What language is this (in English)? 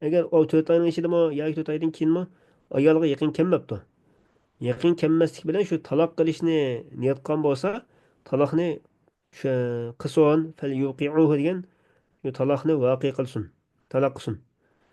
Uyghur